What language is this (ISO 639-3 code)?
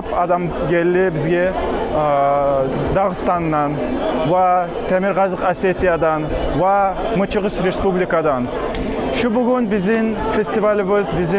kum